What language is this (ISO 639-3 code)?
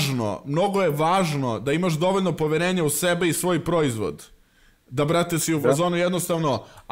srp